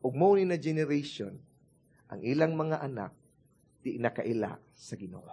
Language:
Cebuano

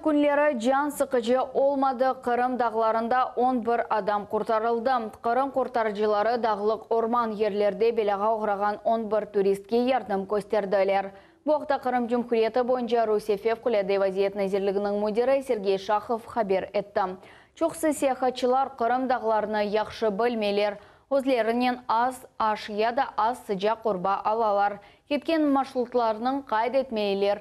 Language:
Crimean Tatar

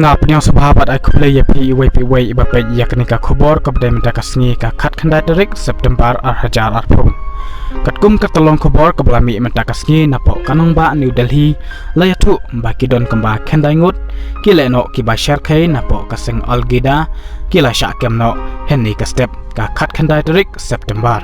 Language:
Khasi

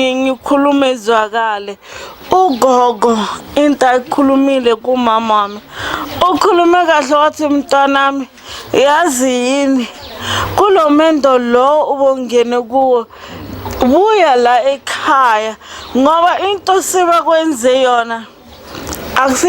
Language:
Zulu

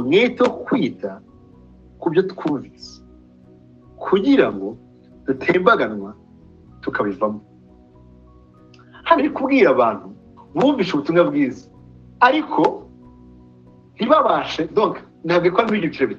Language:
Kinyarwanda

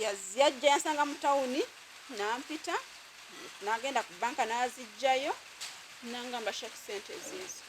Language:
Ganda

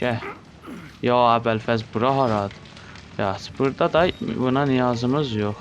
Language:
South Azerbaijani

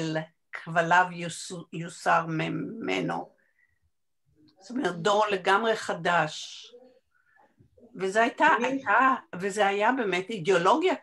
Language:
Hebrew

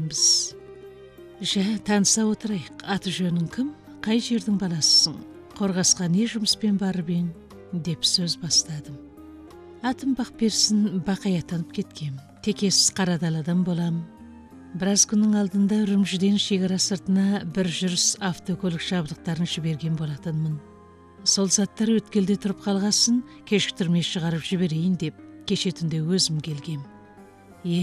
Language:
Kazakh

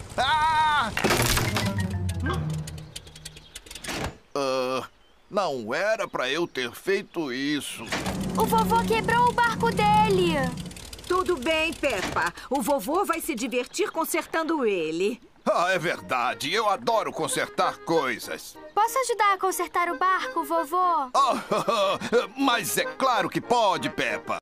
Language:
Portuguese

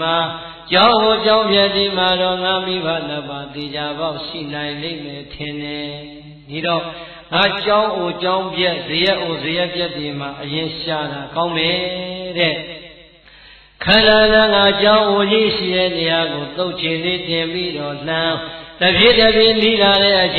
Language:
Burmese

